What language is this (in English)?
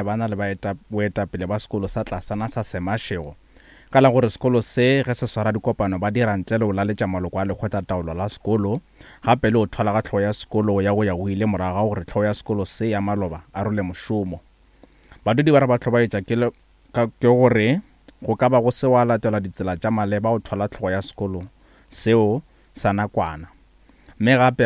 Northern Sotho